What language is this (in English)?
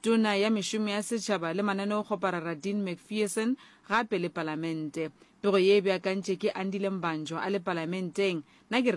Northern Sotho